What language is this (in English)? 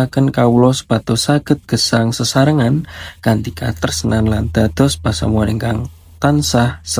Javanese